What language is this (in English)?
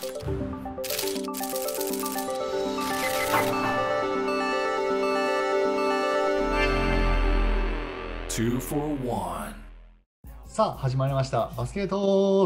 Japanese